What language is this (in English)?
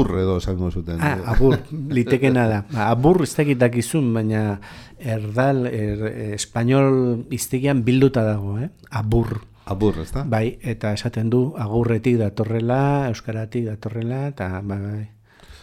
Basque